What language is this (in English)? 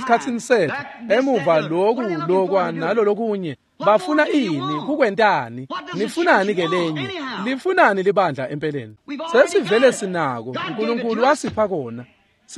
Swati